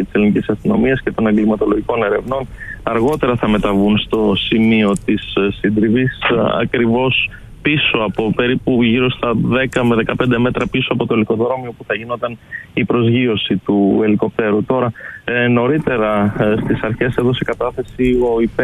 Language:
Greek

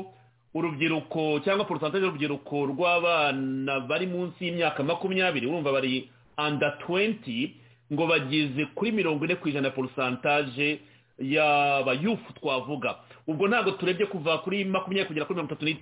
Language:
Kinyarwanda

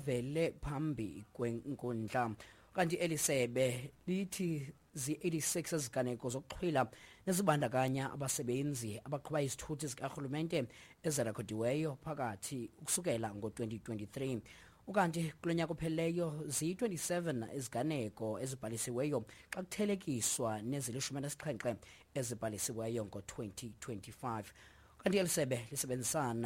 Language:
Xhosa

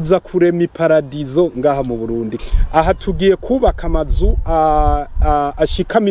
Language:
Rundi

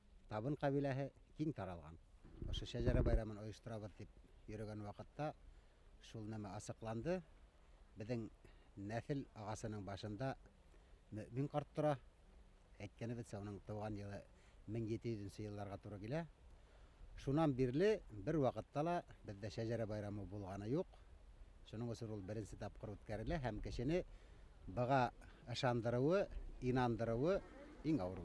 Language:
Bashkir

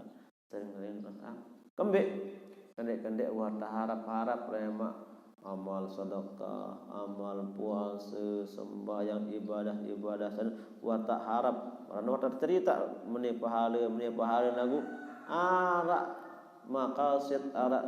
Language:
Sasak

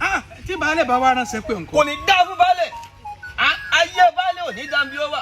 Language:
Yoruba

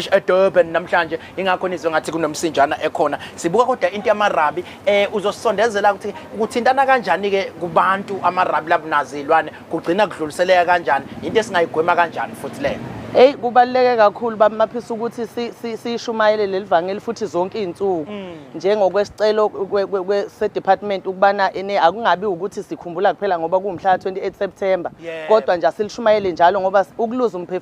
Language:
Zulu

